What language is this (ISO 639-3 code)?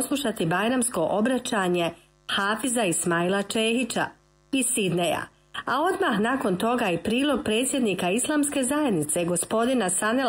bos